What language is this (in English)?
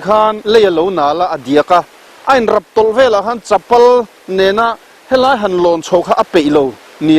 Mizo